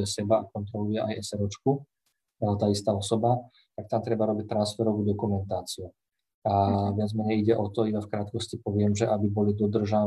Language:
Slovak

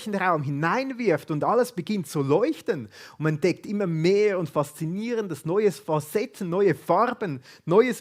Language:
Swiss German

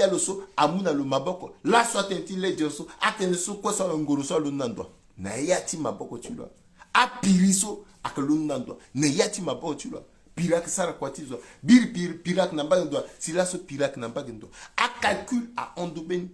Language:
Sango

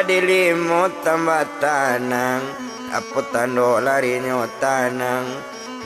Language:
Minangkabau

